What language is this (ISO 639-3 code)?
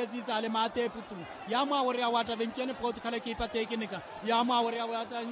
vmw